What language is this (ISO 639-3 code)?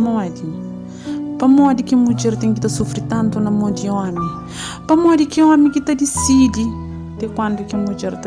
kea